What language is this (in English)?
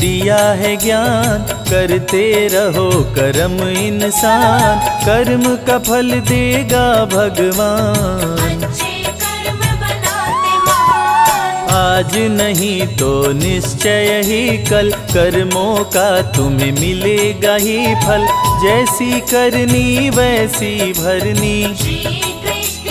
Hindi